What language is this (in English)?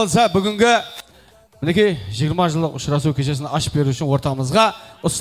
Kara-Kalpak